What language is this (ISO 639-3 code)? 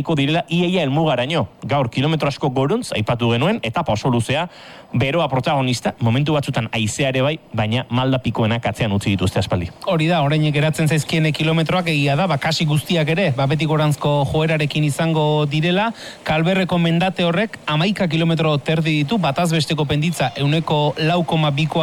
eus